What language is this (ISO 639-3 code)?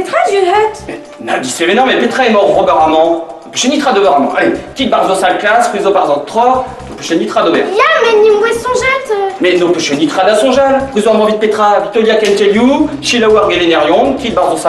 bre